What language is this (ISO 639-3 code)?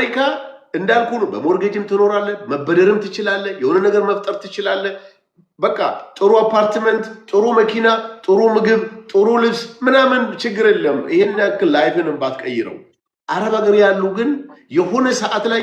amh